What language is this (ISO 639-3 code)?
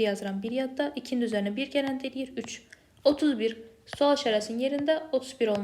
aze